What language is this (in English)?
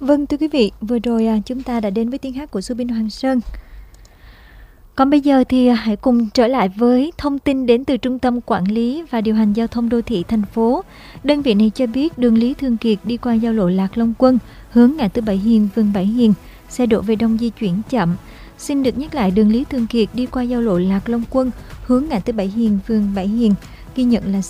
Vietnamese